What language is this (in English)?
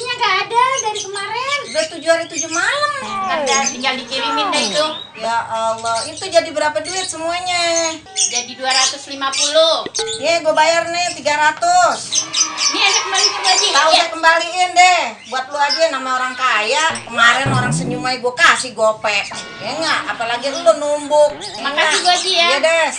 Betawi